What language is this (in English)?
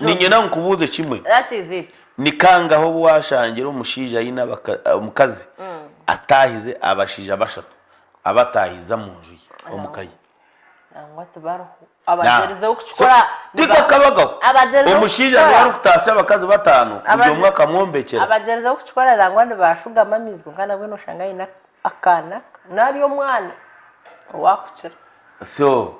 Nyankole